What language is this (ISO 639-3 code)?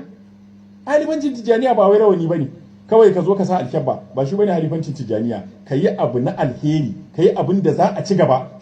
hau